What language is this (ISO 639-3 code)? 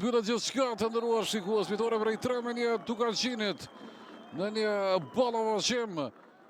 sqi